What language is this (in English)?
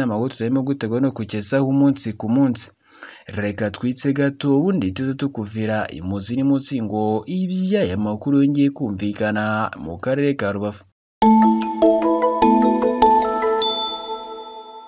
Kinyarwanda